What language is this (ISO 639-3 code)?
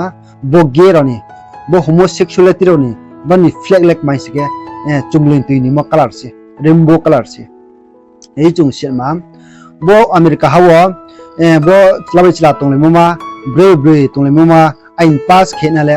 ria